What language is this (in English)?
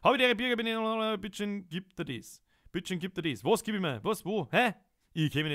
Bavarian